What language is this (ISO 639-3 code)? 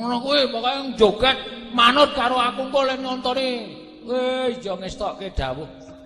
jav